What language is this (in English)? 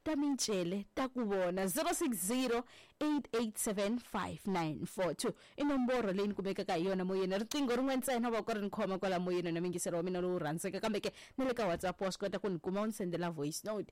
Tsonga